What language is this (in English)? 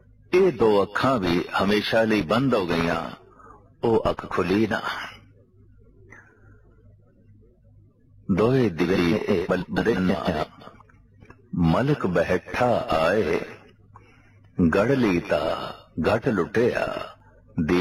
Punjabi